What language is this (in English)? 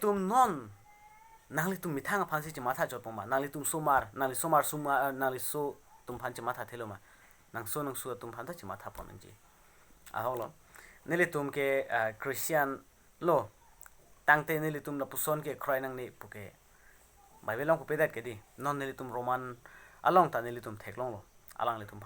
Karbi